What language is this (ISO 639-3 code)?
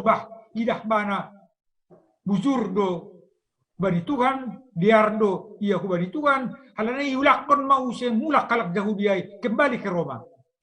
bts